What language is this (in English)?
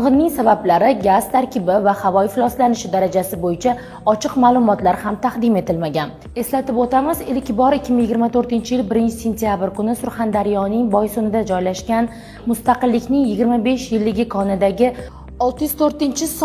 Uzbek